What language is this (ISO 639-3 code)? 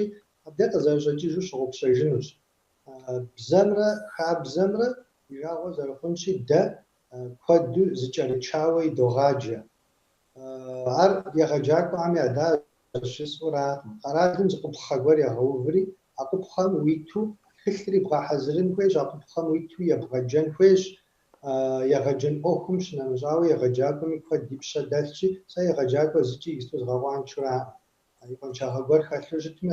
kbd